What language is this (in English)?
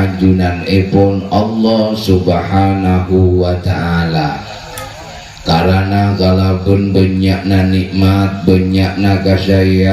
Madurese